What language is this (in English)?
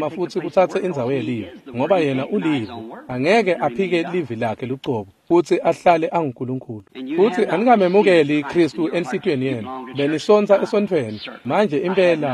Swati